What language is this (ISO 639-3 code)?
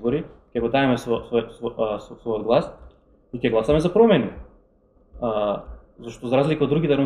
mkd